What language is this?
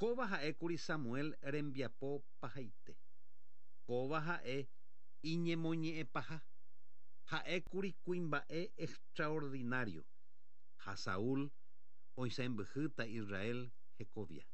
Guarani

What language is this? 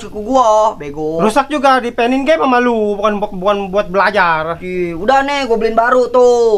Betawi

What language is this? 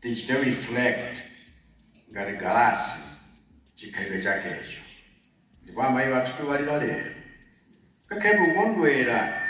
Nyanja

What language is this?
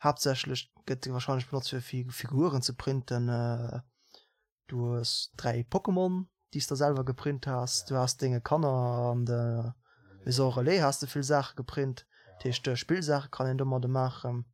Luxembourgish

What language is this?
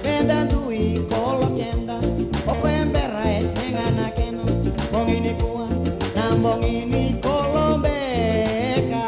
Fijian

